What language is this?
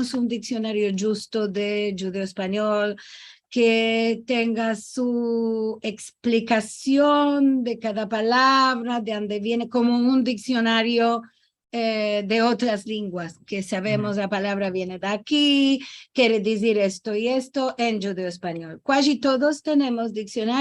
Ladino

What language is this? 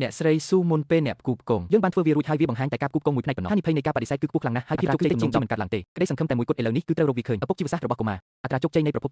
Khmer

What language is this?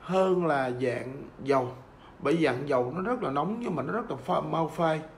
Vietnamese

